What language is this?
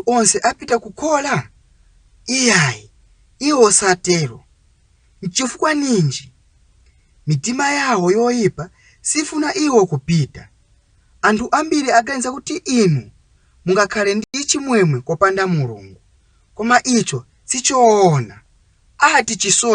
Nyanja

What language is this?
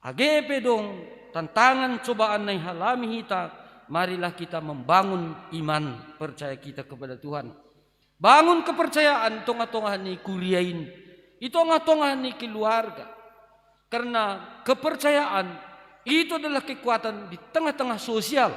Batak Simalungun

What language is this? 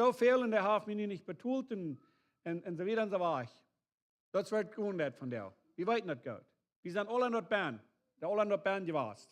Plautdietsch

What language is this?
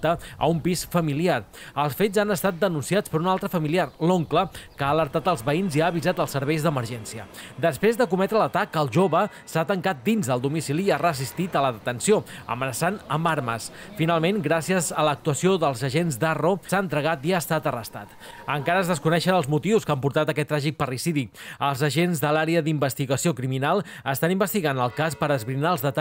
Catalan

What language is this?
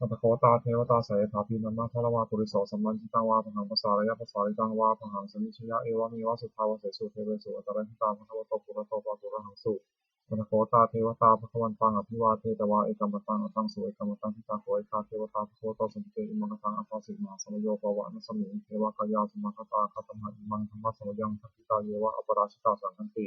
Pali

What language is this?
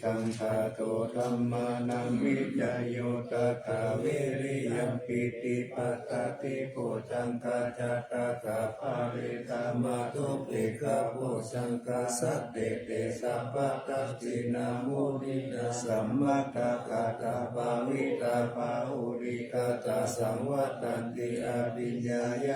Pali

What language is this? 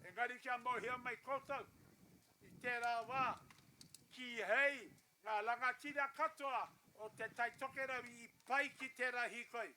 Māori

